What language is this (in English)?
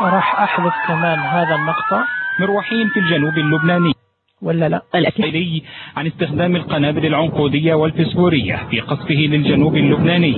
Najdi Arabic